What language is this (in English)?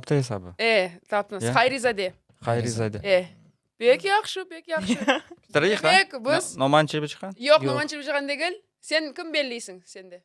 Crimean Tatar